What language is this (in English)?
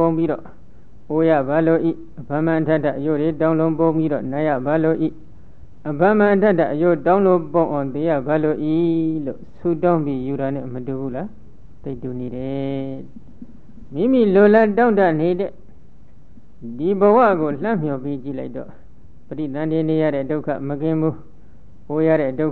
Burmese